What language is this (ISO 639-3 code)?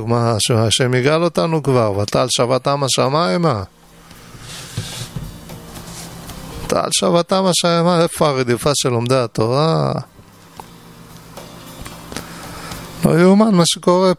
heb